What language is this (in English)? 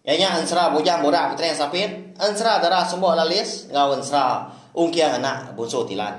Iban